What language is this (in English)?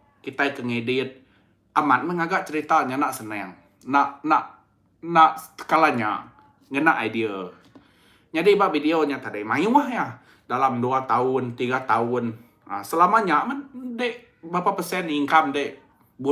Iban